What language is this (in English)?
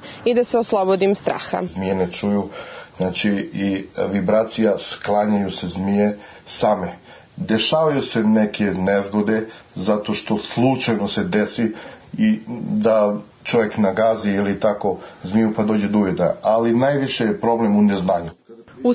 Serbian